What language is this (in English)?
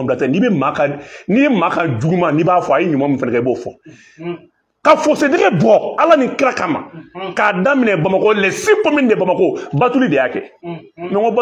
Bambara